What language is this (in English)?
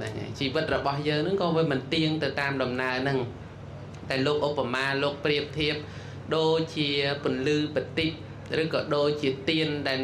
Khmer